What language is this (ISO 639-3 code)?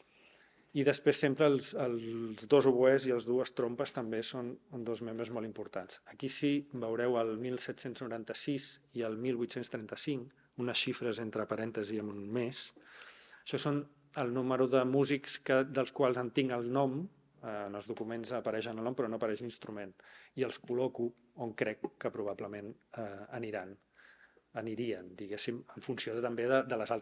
cat